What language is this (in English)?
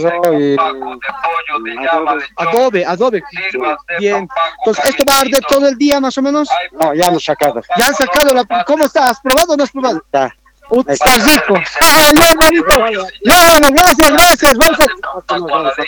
Spanish